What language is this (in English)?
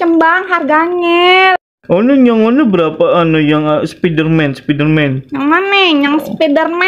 Betawi